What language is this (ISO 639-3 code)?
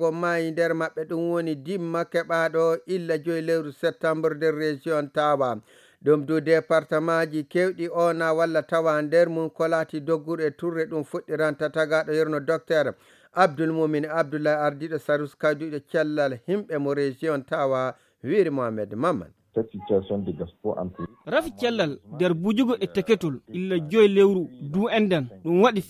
fuv